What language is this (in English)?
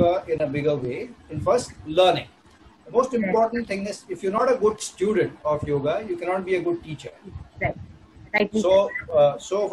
English